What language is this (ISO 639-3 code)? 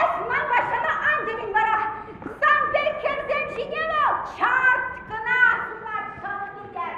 chv